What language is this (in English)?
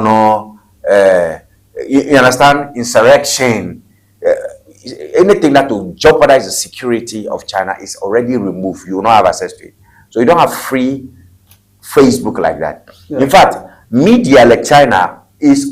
Ewe